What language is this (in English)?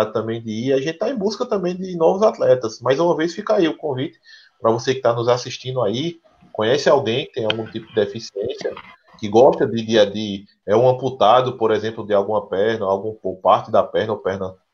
Portuguese